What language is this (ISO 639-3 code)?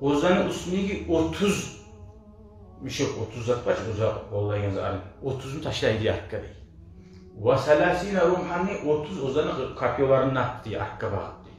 kum